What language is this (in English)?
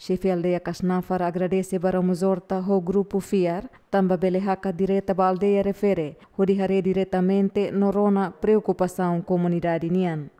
Tetum